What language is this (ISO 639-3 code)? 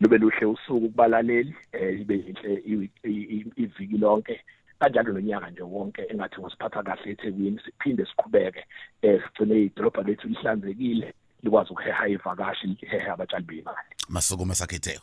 zul